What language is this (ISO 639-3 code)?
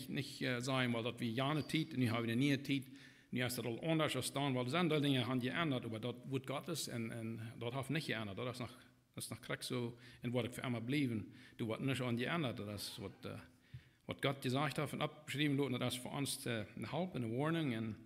pdt